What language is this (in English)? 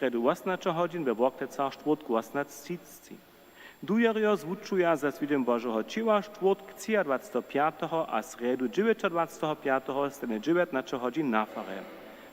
Upper Sorbian